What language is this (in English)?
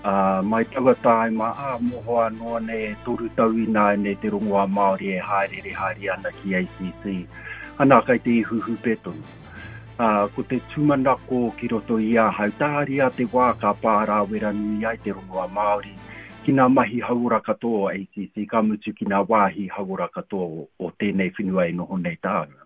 Māori